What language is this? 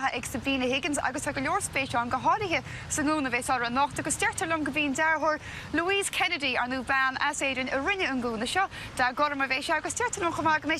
Irish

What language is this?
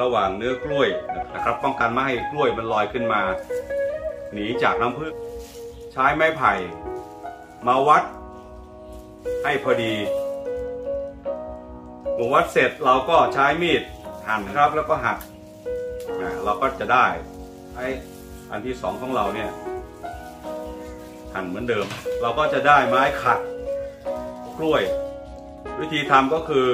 Thai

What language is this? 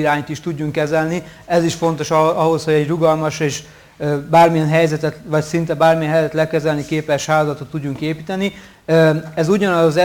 Hungarian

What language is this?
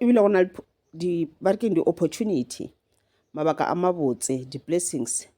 Northern Sotho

